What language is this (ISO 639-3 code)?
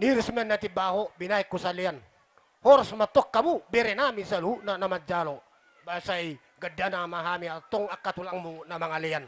bbc